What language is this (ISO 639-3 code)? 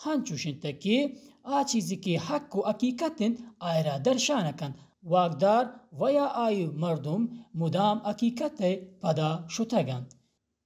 bal